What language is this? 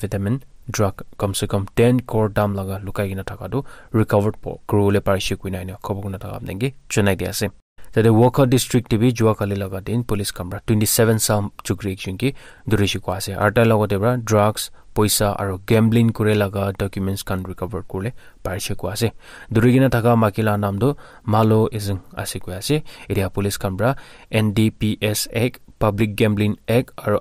Naga Pidgin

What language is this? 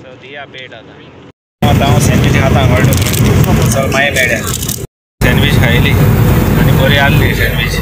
Konkani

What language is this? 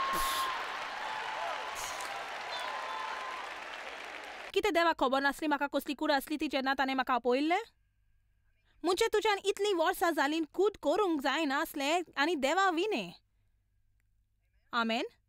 Konkani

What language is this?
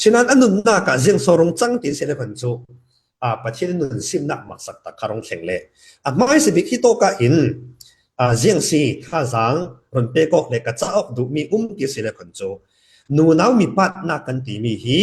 Falam Chin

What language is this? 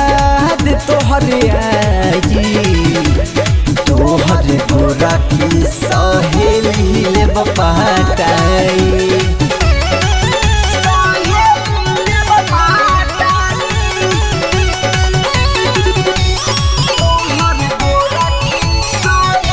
Bhojpuri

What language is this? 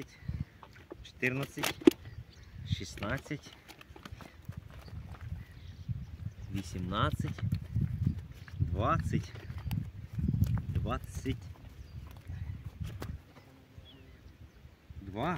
Ukrainian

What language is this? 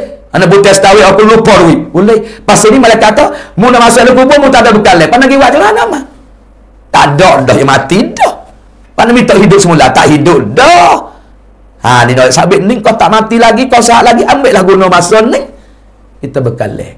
Malay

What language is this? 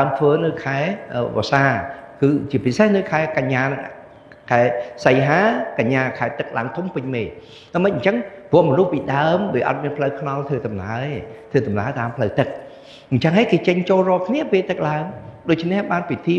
Khmer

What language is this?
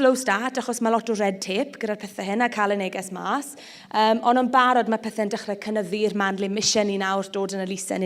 Welsh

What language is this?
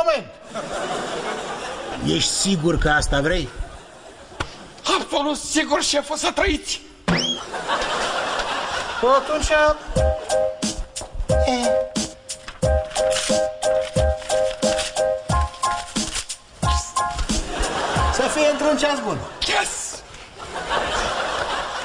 Romanian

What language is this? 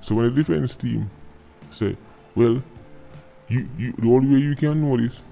Jamaican Creole English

